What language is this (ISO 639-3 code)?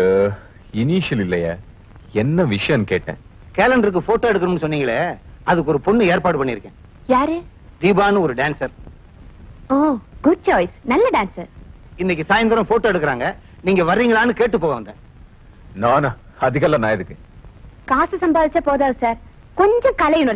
tam